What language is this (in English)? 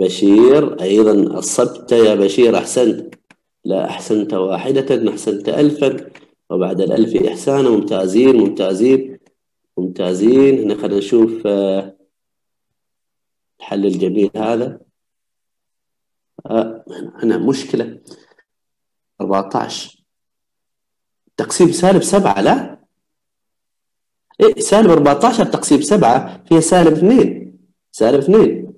Arabic